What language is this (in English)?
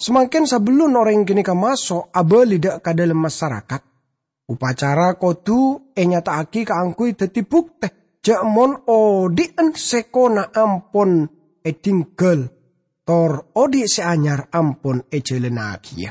Madurese